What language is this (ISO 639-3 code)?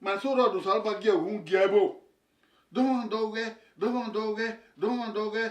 bin